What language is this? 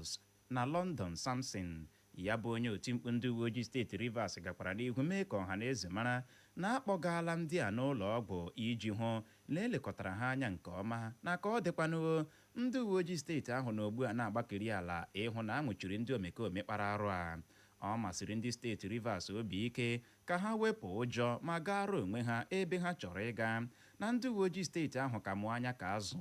Igbo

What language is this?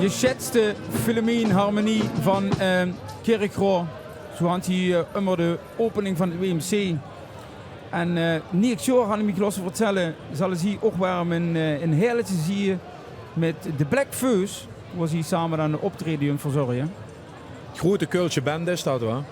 Limburgish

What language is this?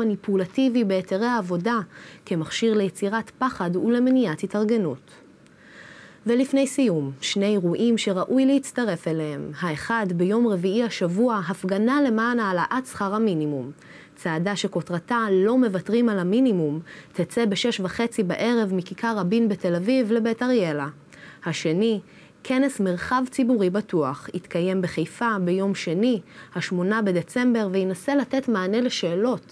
Hebrew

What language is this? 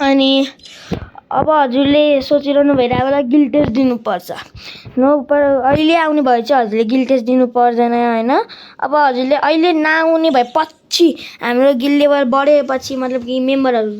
Nepali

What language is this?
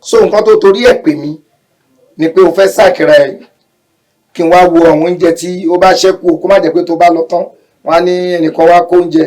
Yoruba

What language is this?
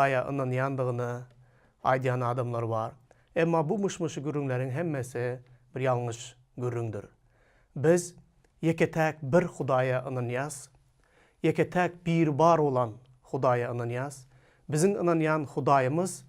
Turkmen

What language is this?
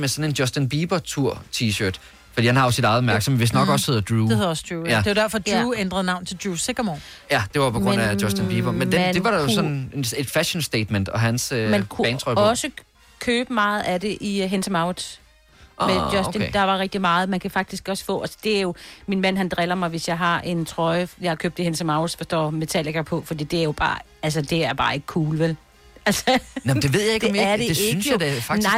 Danish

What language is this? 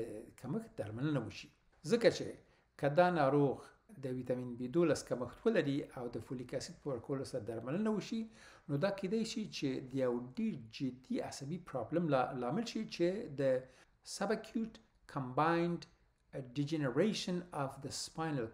Pashto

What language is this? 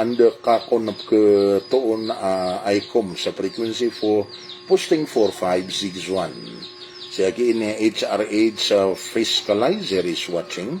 Maranao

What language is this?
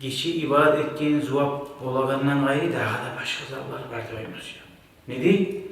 Kumyk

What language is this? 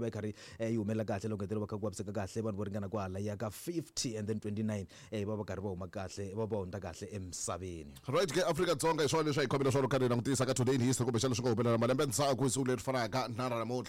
Tsonga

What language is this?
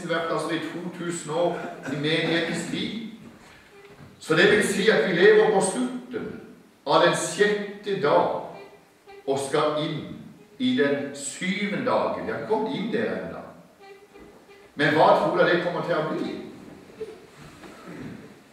Norwegian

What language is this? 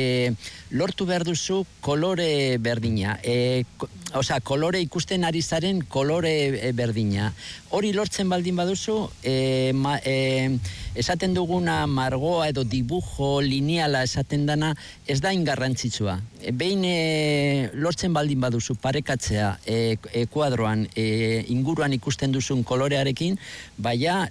Basque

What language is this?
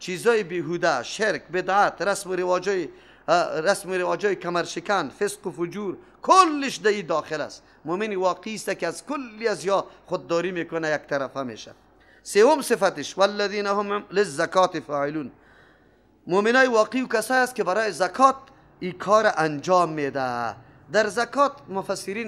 Persian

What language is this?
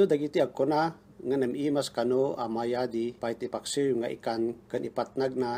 Iloko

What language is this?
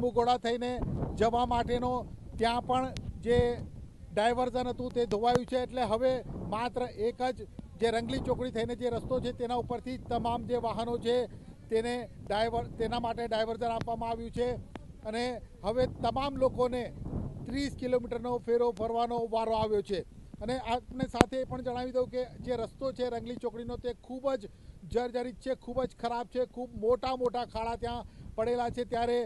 Gujarati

